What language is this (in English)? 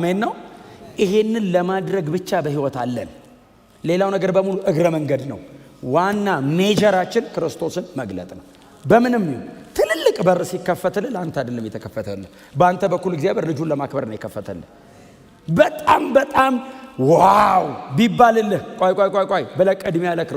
Amharic